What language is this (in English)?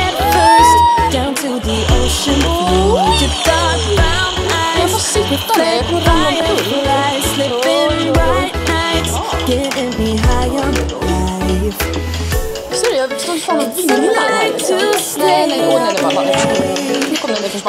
Swedish